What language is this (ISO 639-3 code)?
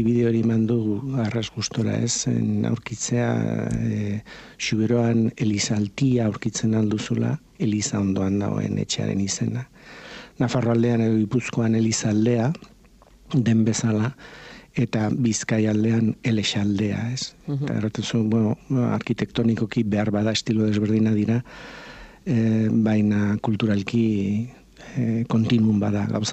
eus